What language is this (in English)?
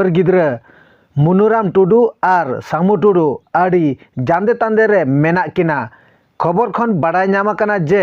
Santali